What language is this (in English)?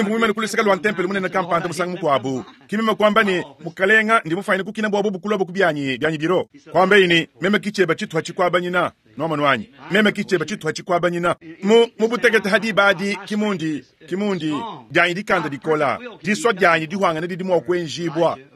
Luba-Lulua